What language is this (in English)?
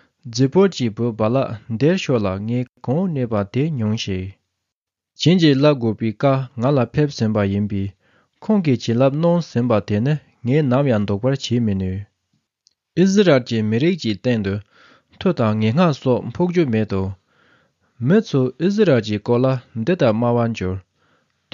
Tibetan